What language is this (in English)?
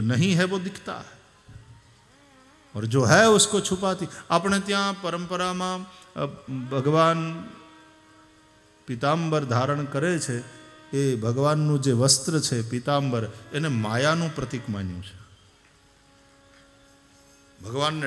Gujarati